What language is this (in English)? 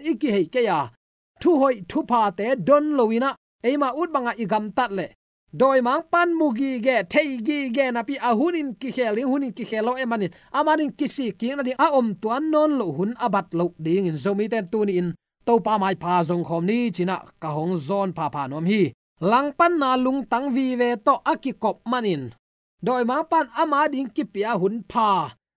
Tedim Chin